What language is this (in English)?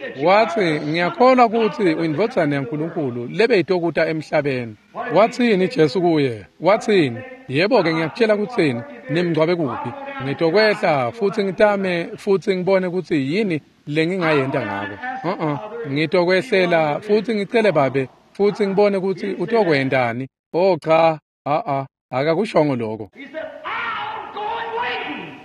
Swati